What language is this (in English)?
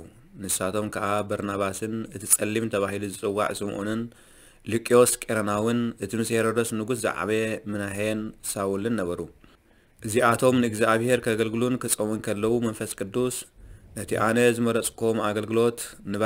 Tigrinya